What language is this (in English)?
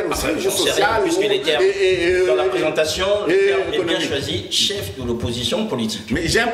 French